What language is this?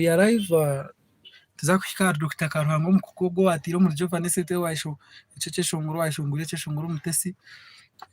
Nyankole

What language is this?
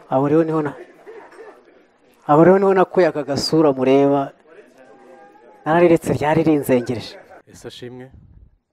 Kinyarwanda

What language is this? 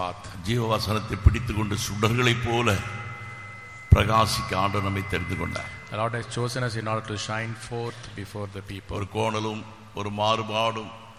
Tamil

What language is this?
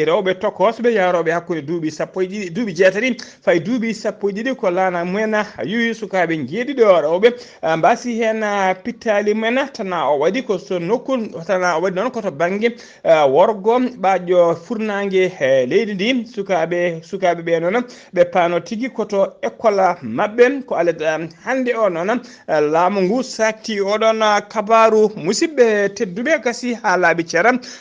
Fula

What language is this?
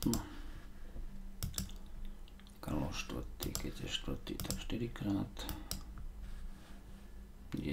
Slovak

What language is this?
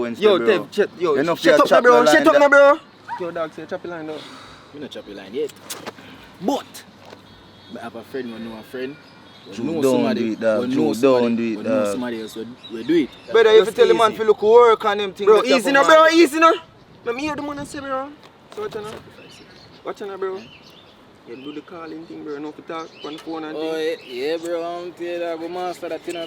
Jamaican Creole English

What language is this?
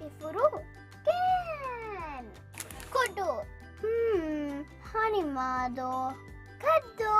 Divehi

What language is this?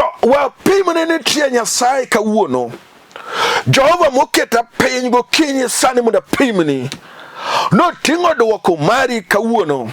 Luo (Kenya and Tanzania)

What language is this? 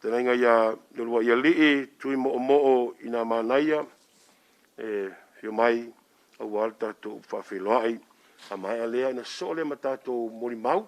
Samoan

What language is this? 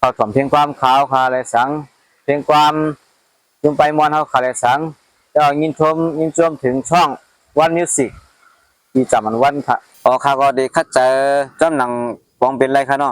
Shan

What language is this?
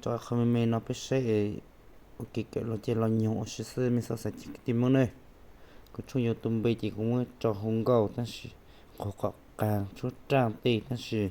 Hmong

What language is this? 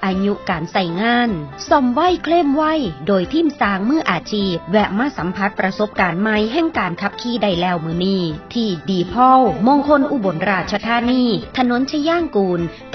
Northeastern Thai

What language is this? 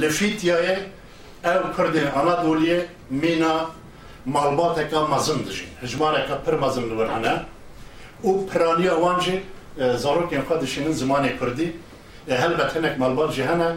Kurdish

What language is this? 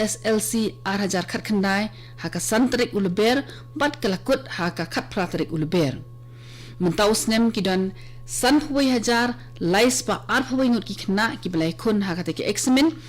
Khasi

